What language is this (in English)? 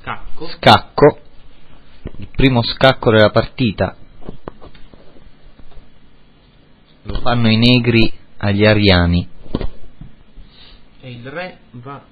Italian